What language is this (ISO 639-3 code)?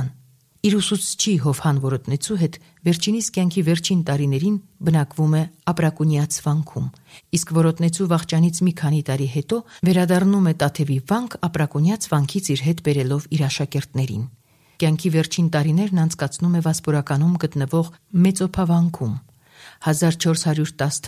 hye